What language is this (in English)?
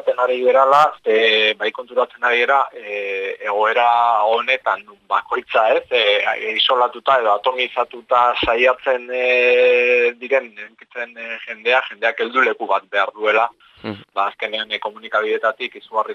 Basque